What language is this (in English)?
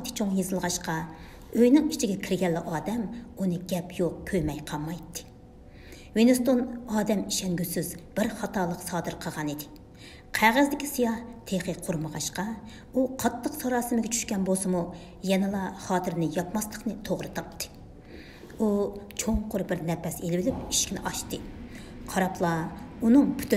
Uyghur